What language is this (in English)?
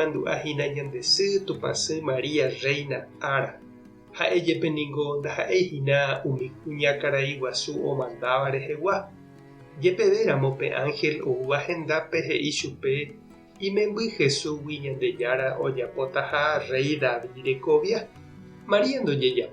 Guarani